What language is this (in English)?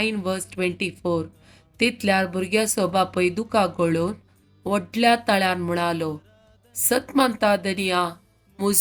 Konkani